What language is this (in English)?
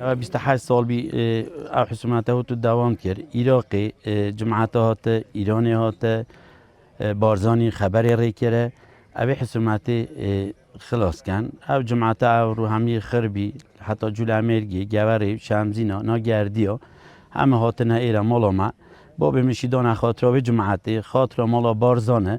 Kurdish